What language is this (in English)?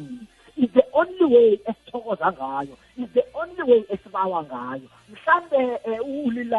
South Ndebele